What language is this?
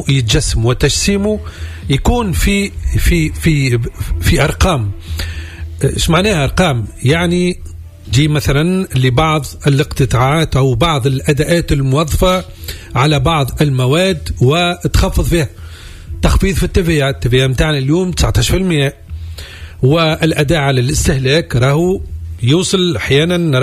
Tunisian Arabic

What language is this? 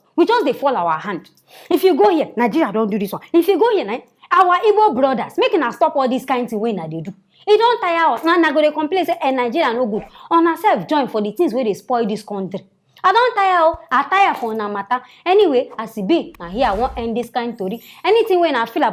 Nigerian Pidgin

